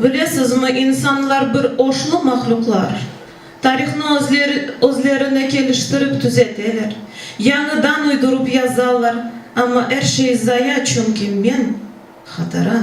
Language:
Crimean Tatar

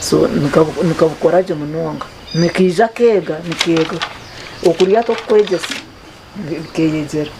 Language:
Nyankole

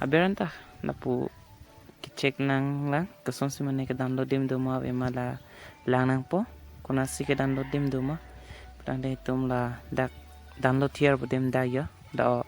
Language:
Karbi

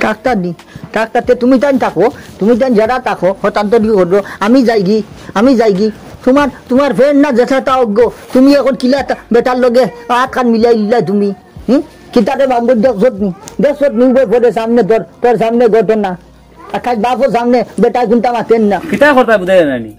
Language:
Sylheti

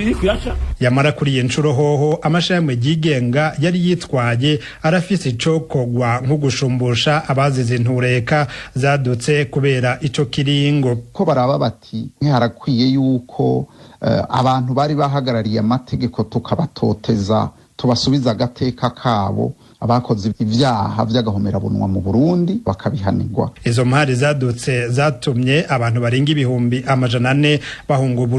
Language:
Rundi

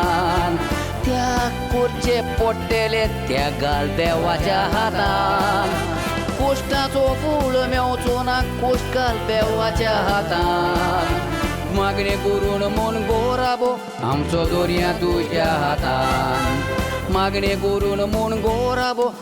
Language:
Konkani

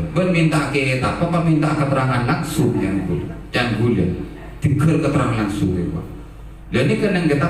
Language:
Madurese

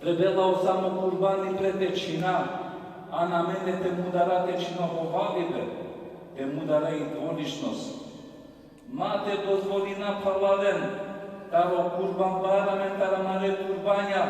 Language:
Balkan Romani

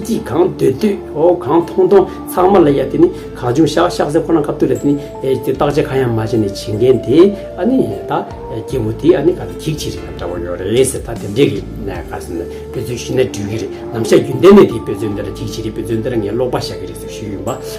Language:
Tibetan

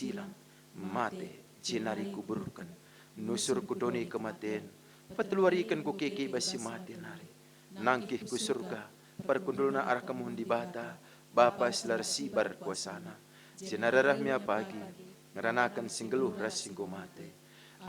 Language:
Batak Karo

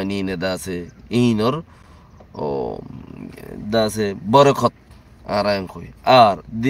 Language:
Rohingya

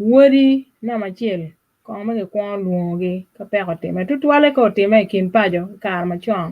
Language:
Acoli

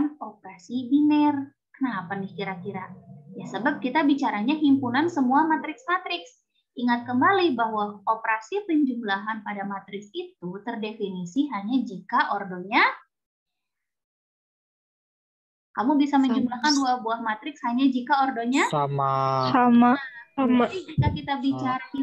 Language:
Indonesian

